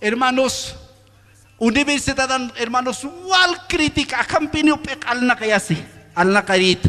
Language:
Aymara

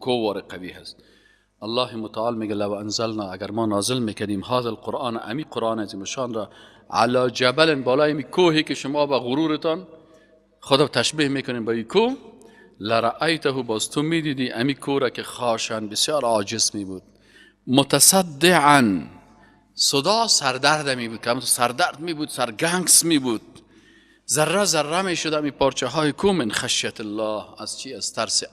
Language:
Persian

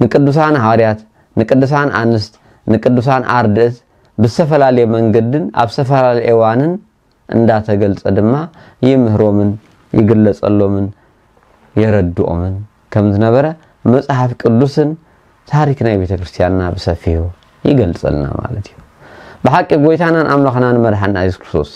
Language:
Tigrinya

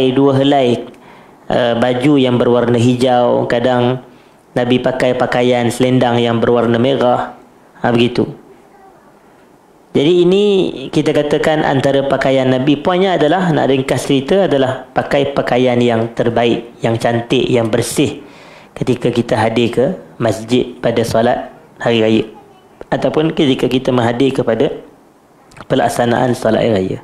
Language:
Malay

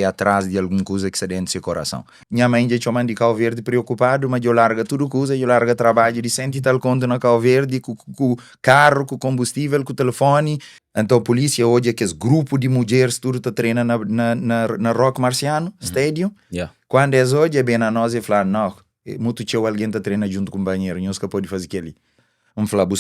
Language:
Kabuverdianu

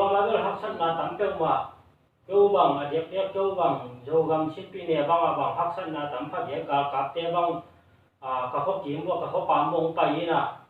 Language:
Tedim Chin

